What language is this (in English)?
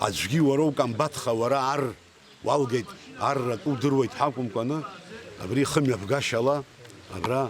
Abkhazian